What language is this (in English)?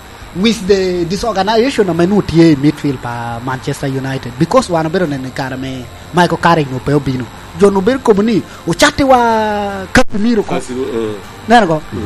Lango (Uganda)